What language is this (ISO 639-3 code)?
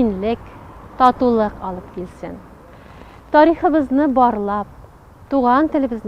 tat